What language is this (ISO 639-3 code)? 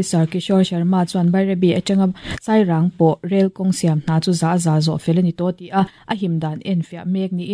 lus